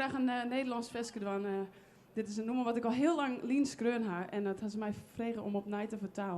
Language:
Western Frisian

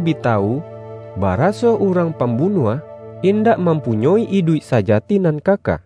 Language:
Minangkabau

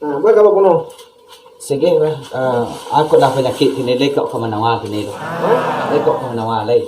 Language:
Minangkabau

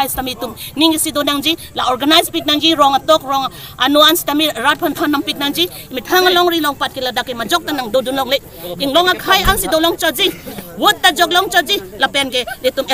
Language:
Karbi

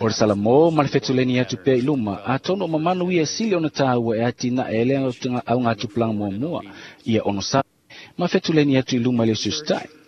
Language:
Samoan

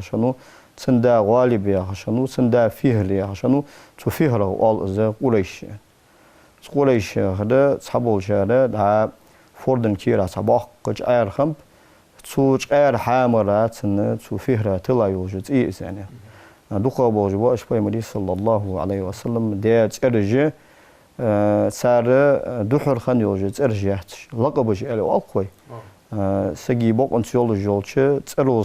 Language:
Ingush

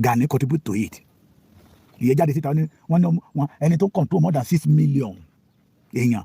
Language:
Yoruba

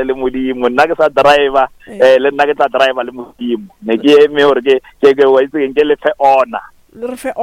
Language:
Northern Sotho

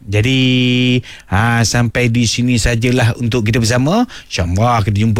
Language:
Malay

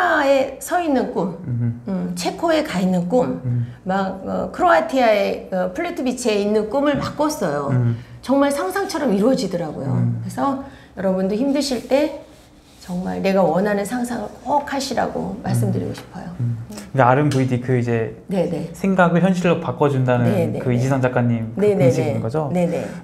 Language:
Korean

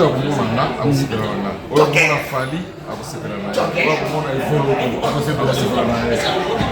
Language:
Lingala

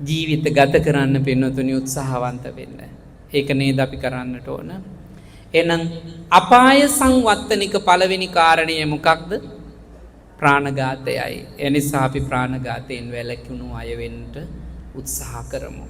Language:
Sinhala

